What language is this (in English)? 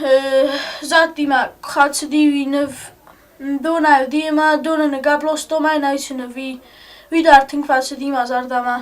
Ossetic